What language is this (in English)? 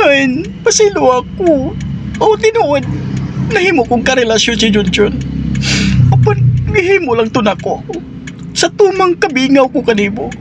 Cebuano